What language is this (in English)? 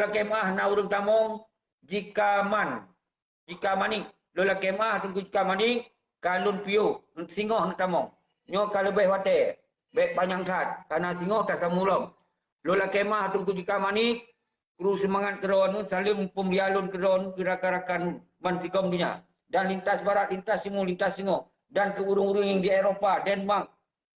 Achinese